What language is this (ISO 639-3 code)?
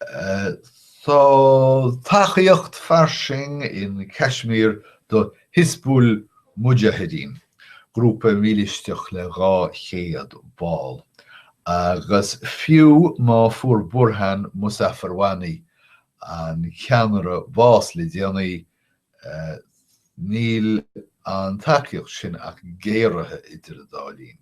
gle